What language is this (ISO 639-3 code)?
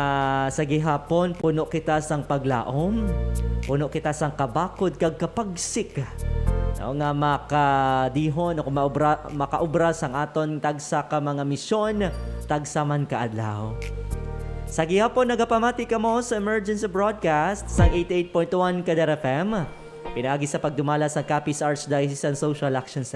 hil